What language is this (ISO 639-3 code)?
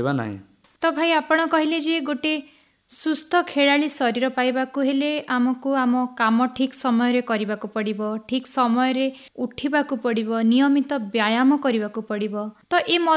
ori